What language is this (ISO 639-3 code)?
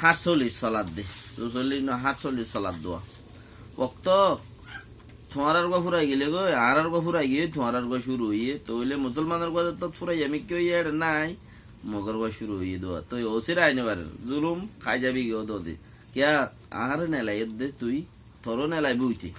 rhg